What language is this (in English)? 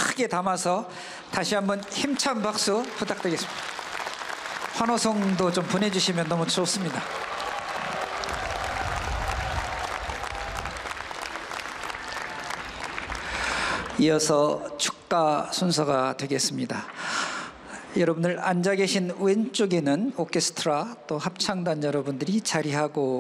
Korean